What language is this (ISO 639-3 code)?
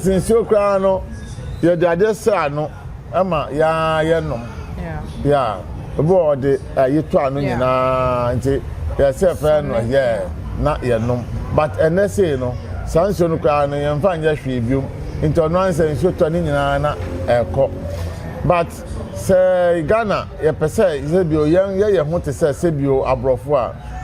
aka